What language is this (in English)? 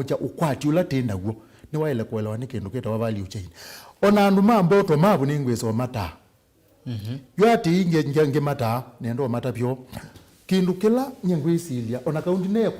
Kamba